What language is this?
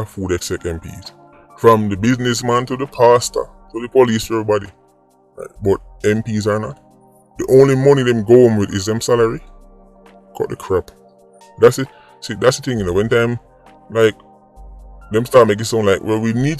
Jamaican Creole English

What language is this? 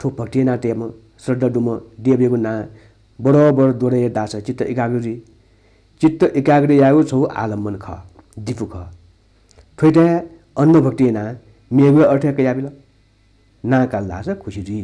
Newari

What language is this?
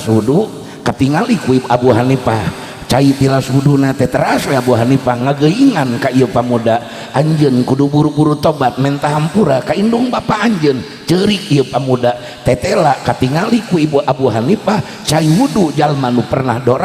Sundanese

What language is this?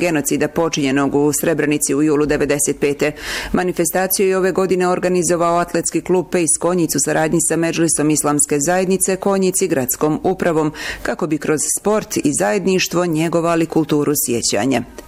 Bosnian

